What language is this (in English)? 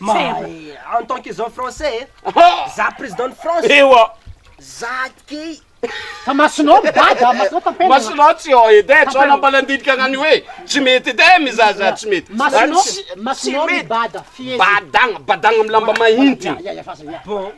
Malagasy